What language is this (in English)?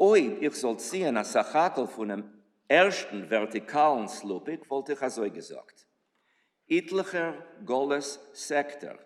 Yiddish